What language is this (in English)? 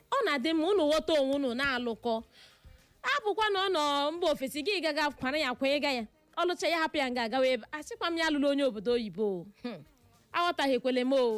Igbo